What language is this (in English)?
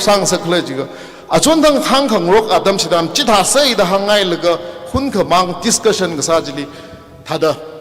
Tangkhul Naga (India)